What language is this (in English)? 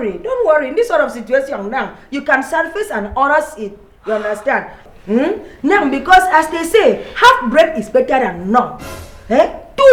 Nigerian Pidgin